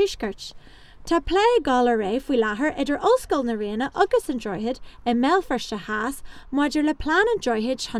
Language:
Irish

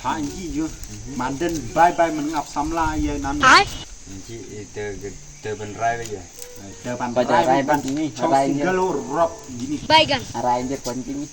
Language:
Khasi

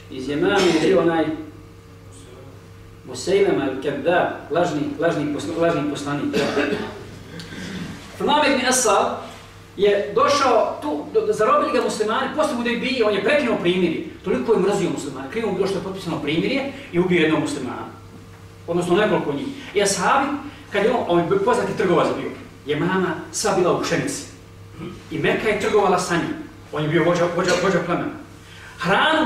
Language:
Bosnian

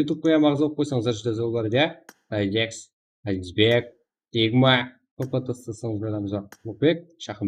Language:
Kara-Kalpak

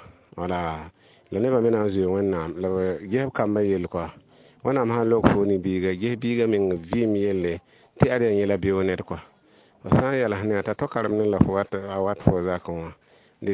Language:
Mossi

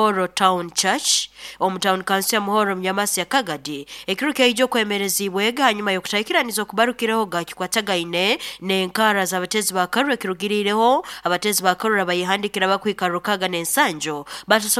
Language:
Nyoro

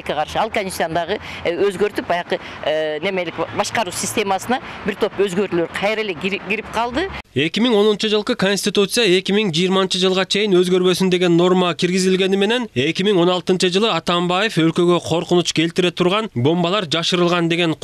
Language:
Kyrgyz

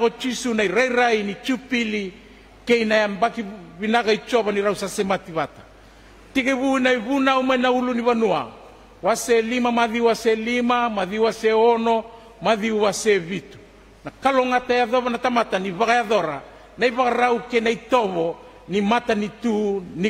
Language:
Fijian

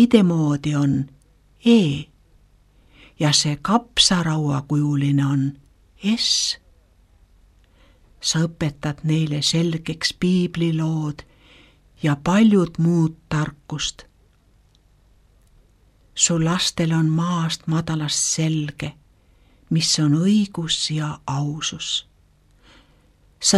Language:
Estonian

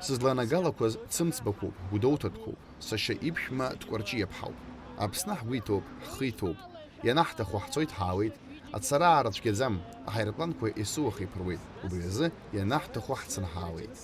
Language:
Abkhazian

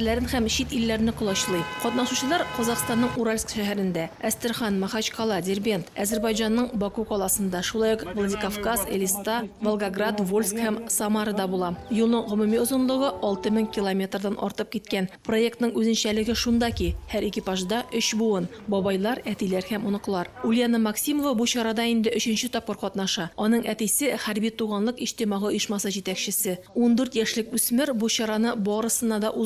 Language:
Tatar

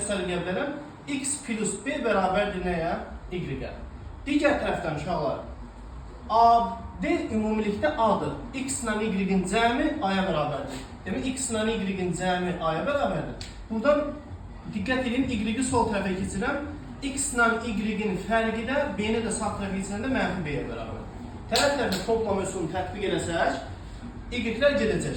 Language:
Azerbaijani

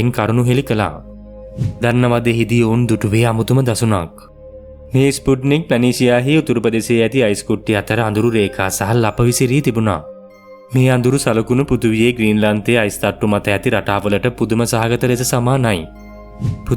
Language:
Sinhala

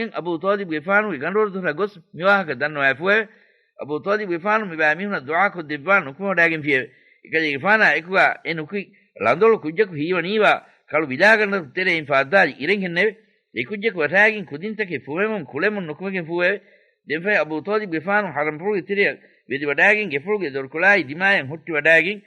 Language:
Divehi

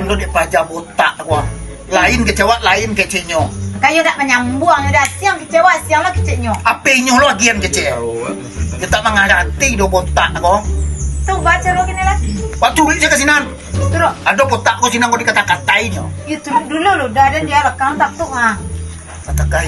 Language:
Minangkabau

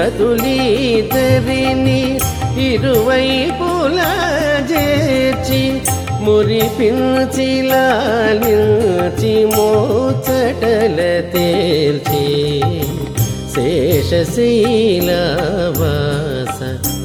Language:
Telugu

